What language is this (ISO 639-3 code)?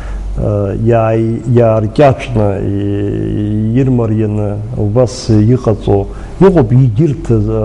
abk